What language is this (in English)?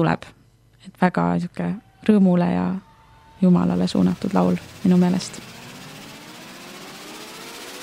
Estonian